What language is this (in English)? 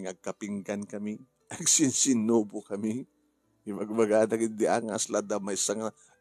Iloko